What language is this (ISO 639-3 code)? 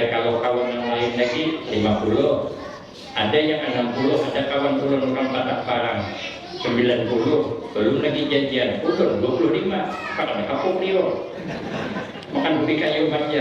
bjn